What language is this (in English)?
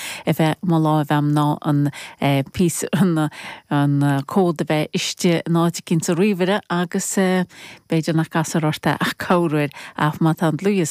Irish